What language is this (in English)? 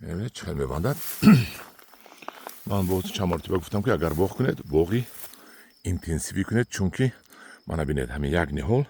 Tajik